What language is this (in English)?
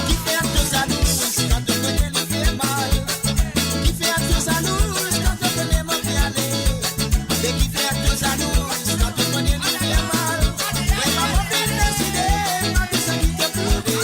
Morisyen